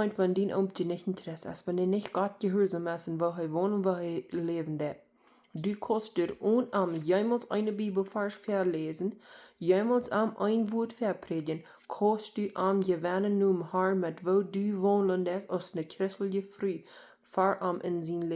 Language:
Plautdietsch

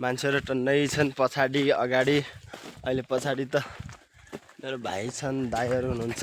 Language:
Nepali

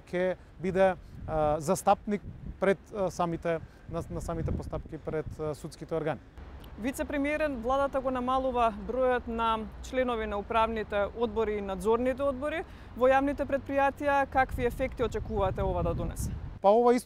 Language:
Macedonian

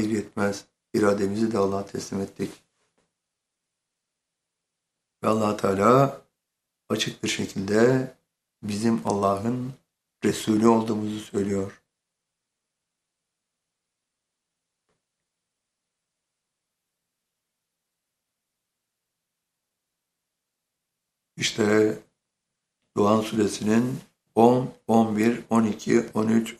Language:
Turkish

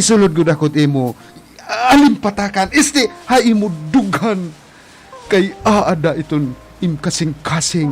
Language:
Waray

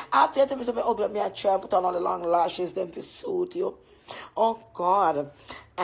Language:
Jamaican Creole English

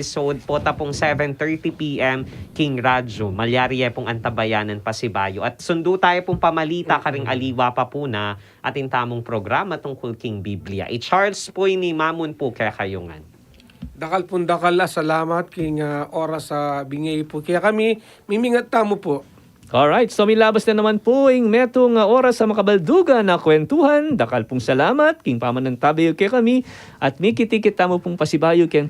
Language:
Pampanga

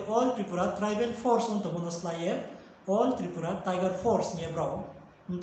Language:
Riang (India)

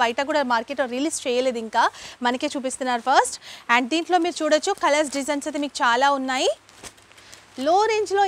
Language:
Telugu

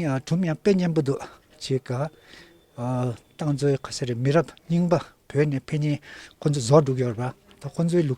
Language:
Tibetan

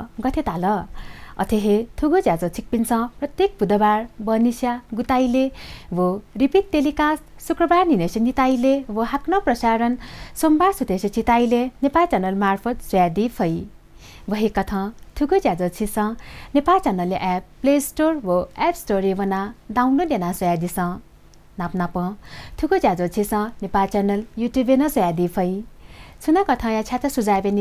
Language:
Newari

